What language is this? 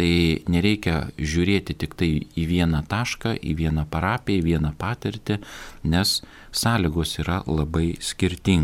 Lithuanian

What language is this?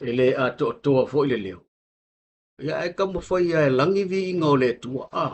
Samoan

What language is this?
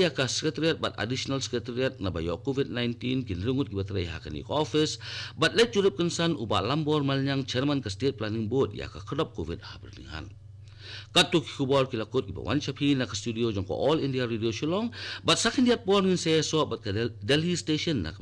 Khasi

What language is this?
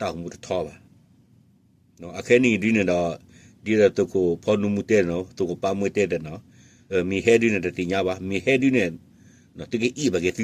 S'gaw Karen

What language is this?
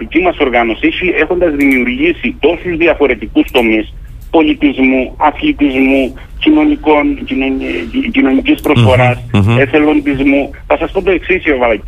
Greek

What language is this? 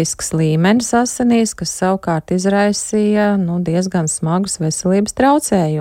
Latvian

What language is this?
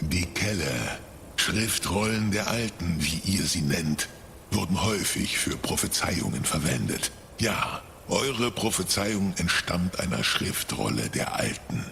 Swiss German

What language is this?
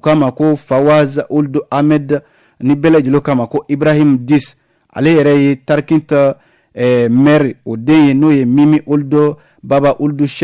Bambara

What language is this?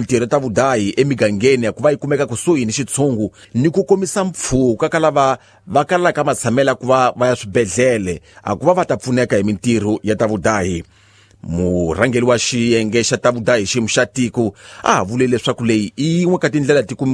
Tsonga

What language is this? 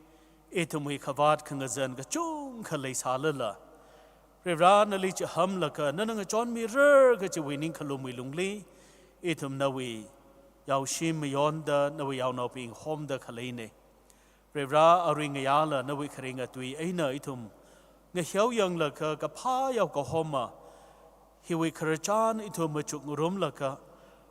Tangkhul Naga (India)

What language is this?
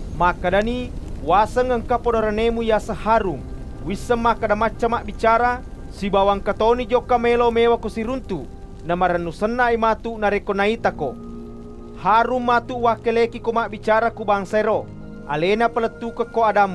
Buginese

